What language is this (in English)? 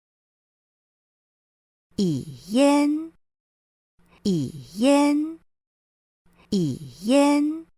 Hakka Chinese